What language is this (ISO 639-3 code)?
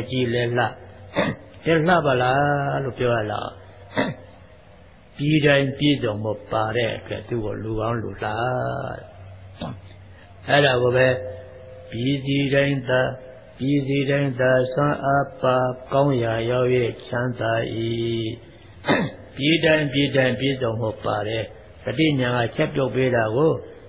mya